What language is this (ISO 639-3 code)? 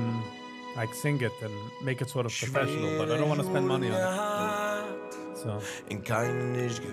yid